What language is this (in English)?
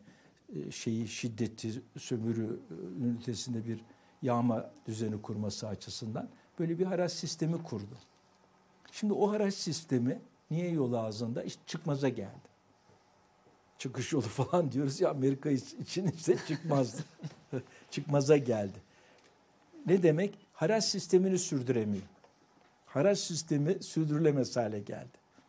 Turkish